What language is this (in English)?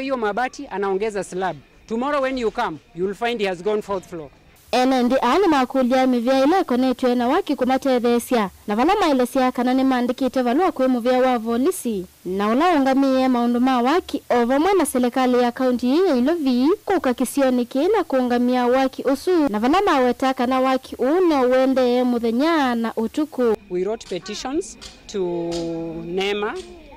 Kamba